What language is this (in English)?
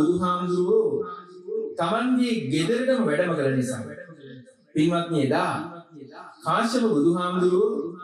Sinhala